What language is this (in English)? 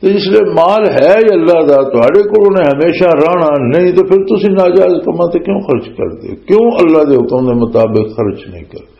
Western Panjabi